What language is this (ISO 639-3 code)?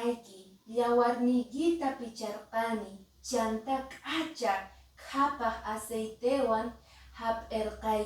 que